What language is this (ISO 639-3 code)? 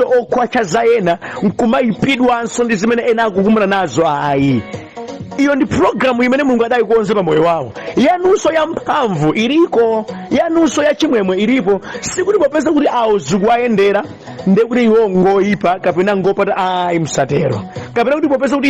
nya